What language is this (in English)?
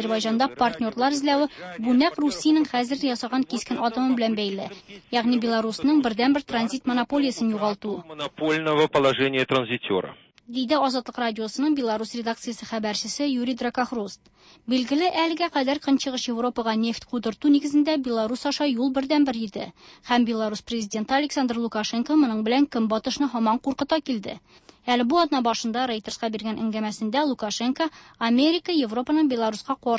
Tatar